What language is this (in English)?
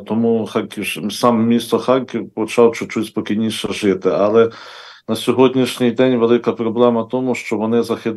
Ukrainian